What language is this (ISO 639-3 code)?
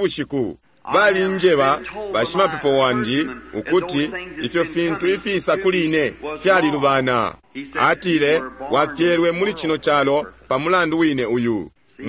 bem